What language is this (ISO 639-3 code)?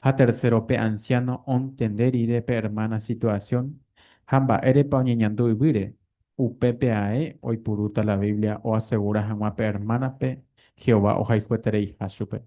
grn